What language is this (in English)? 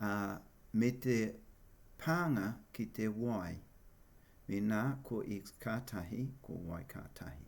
Māori